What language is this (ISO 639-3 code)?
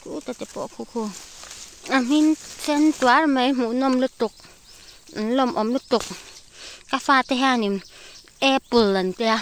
lus